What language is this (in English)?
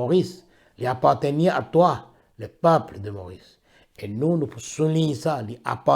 Morisyen